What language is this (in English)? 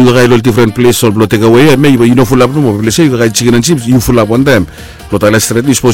Bislama